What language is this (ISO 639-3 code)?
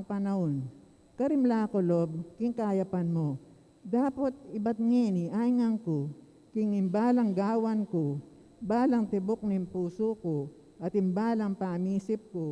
pam